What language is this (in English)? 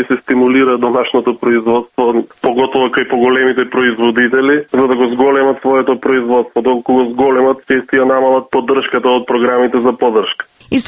Macedonian